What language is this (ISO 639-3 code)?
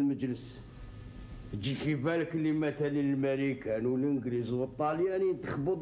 arq